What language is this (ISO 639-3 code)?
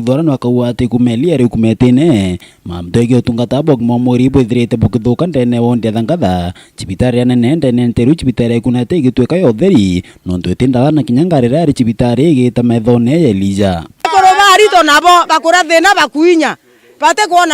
mer